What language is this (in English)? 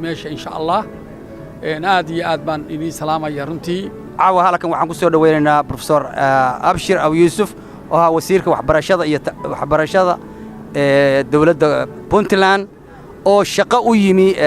Somali